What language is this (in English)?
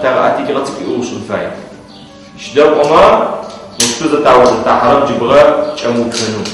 Adyghe